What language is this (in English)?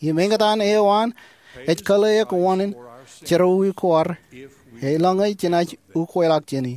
Marshallese